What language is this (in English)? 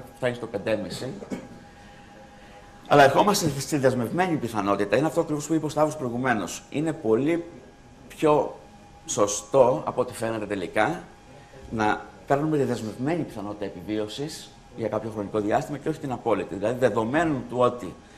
Greek